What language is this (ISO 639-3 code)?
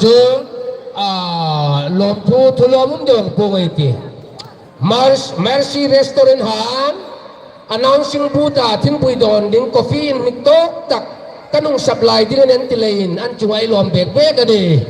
hmr